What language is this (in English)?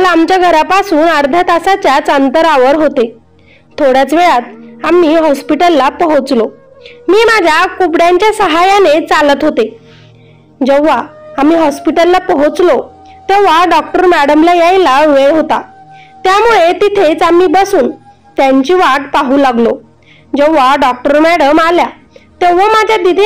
Marathi